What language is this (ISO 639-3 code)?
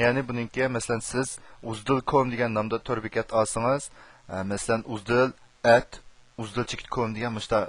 uig